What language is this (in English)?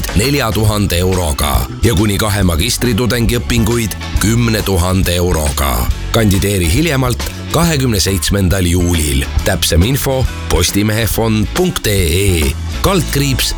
Estonian